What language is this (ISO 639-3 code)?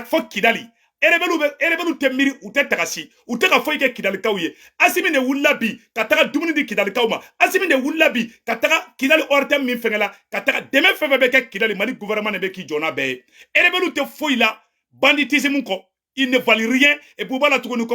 bam